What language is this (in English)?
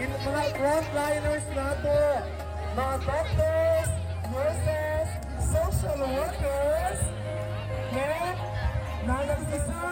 Yakan